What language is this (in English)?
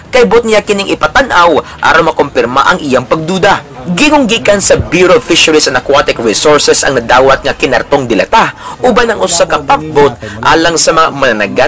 Cebuano